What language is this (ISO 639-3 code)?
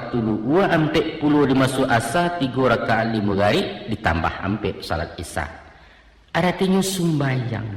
min